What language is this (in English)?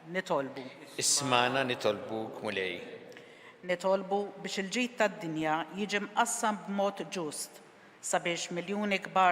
Maltese